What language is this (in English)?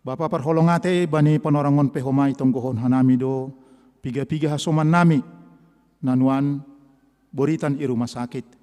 Batak Simalungun